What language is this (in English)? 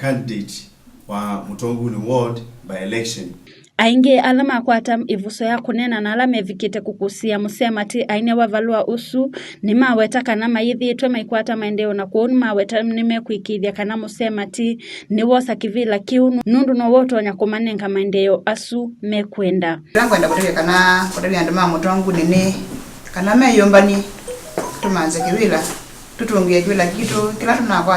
Kamba